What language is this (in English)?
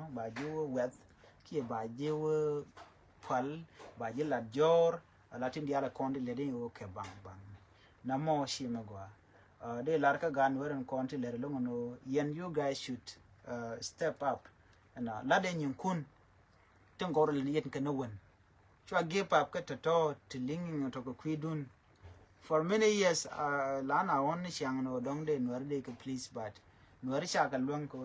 Nuer